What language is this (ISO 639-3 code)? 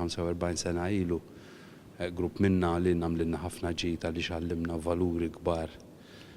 mlt